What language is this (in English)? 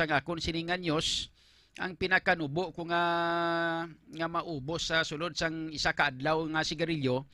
Hiligaynon